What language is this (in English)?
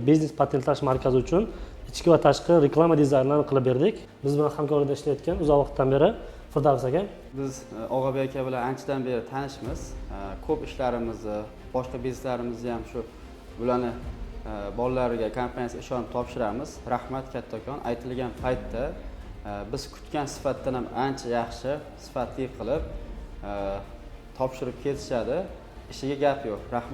Uzbek